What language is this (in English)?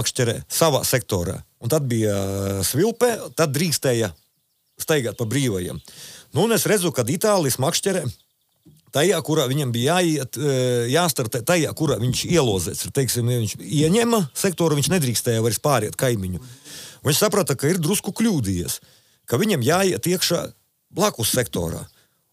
Latvian